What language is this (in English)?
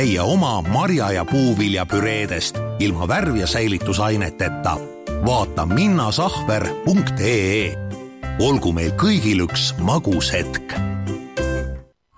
Estonian